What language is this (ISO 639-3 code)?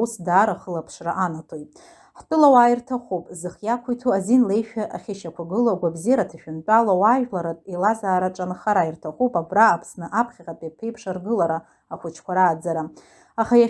abk